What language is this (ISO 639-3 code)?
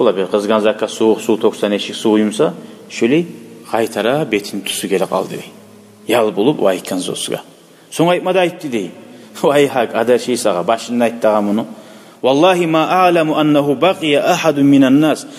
kum